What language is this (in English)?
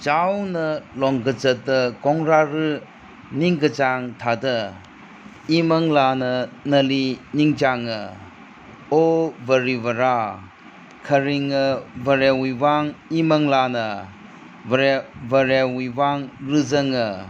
Tangkhul Naga (India)